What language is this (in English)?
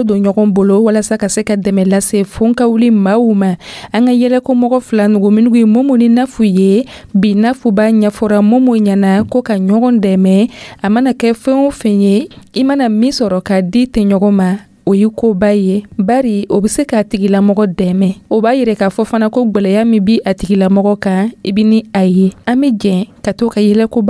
Dyula